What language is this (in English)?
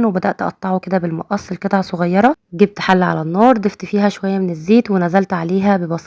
Egyptian Arabic